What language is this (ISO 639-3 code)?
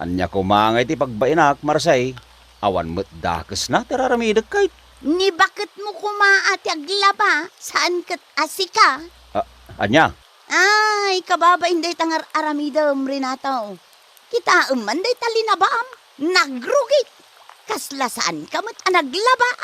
ilo